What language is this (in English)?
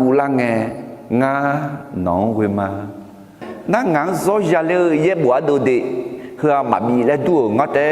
Akha